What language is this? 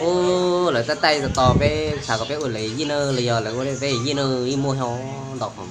Hmong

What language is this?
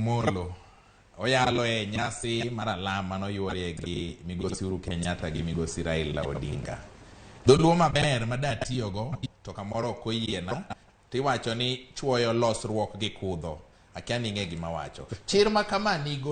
Luo (Kenya and Tanzania)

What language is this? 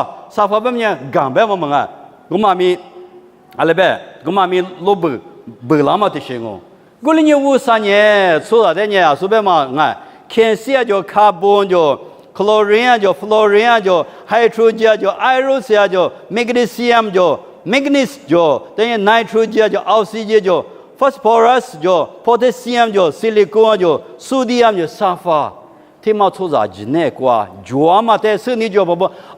Lisu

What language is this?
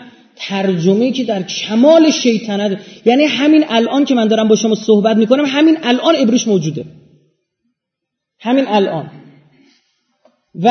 Persian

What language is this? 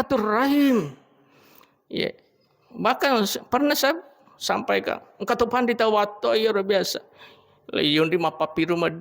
Buginese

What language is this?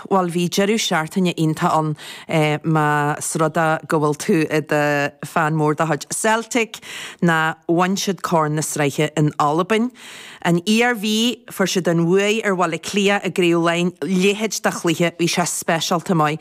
Irish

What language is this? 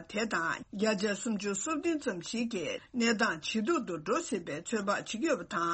Tibetan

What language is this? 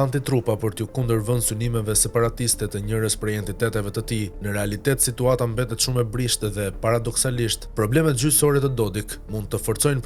Albanian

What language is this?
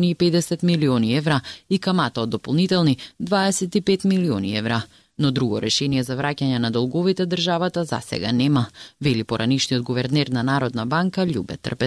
Macedonian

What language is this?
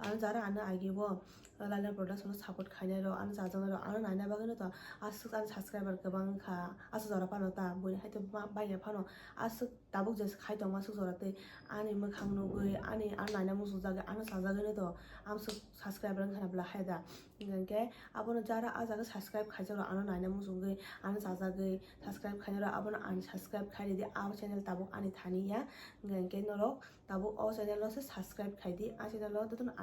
Kok Borok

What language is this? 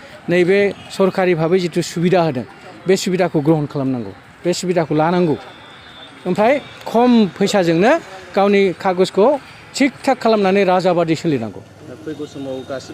Bodo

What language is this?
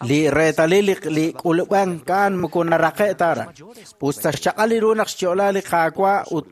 Kekchí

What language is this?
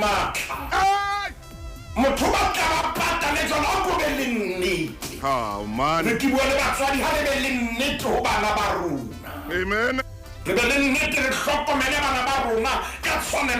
Southern Sotho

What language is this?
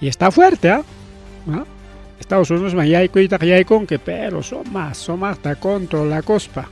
Ayacucho Quechua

